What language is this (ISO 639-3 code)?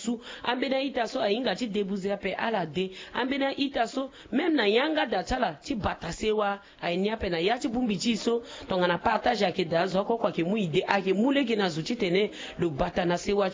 sag